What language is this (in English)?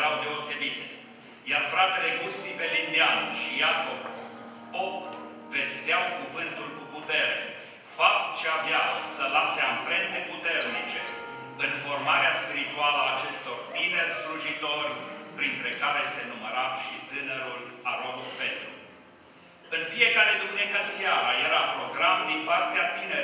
Romanian